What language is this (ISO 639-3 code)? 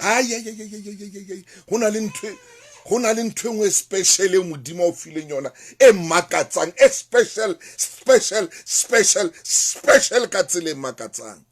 sot